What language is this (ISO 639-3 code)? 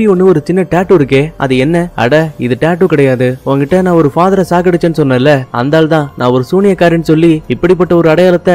tam